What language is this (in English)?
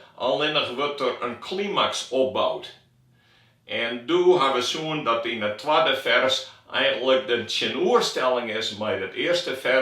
Western Frisian